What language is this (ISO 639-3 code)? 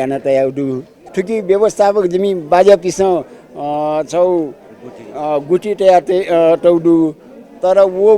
new